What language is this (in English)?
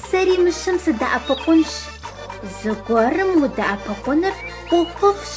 Kabardian